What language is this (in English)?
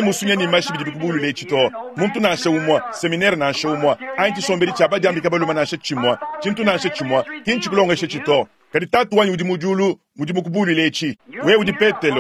Luba-Lulua